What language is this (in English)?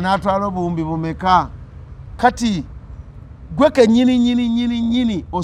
Ganda